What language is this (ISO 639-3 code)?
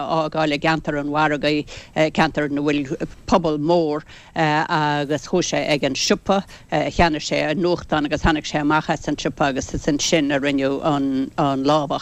gle